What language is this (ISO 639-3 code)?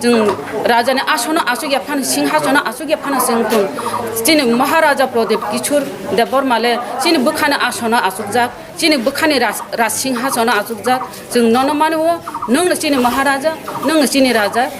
trp